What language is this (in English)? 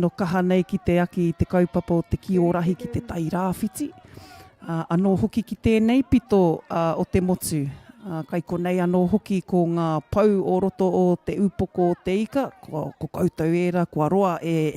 Māori